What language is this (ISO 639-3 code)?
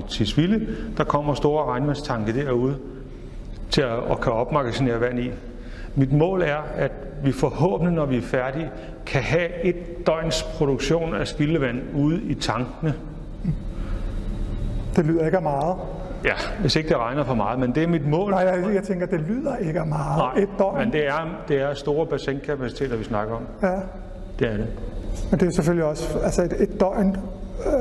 dan